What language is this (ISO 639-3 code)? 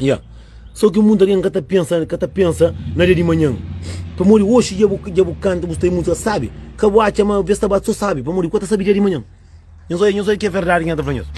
kea